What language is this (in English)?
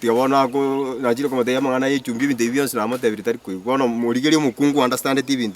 Gusii